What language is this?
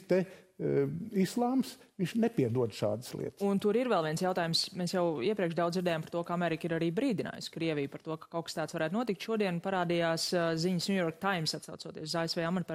Latvian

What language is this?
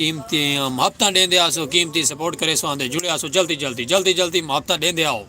Saraiki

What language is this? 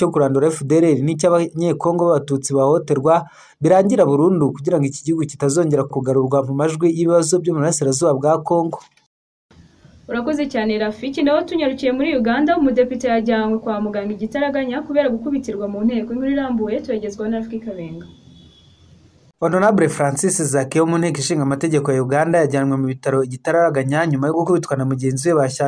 Kinyarwanda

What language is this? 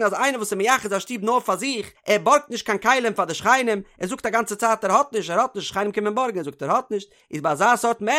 Yiddish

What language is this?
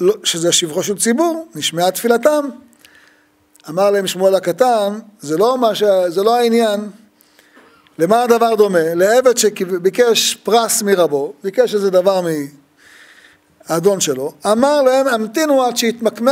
Hebrew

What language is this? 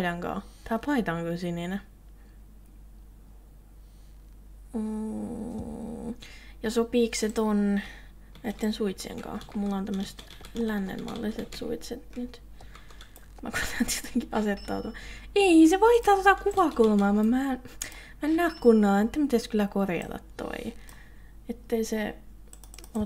Finnish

